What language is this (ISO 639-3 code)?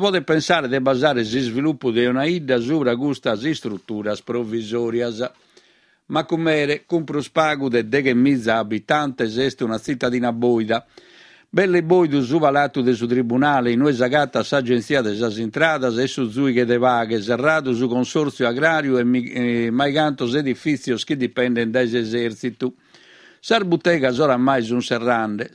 srd